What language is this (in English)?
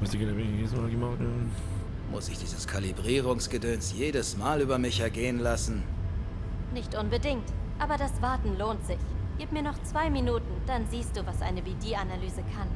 Bavarian